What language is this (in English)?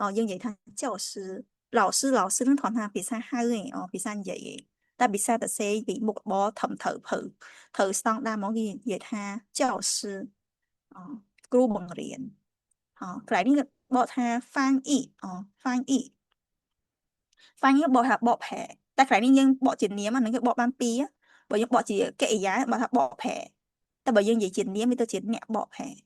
Khmer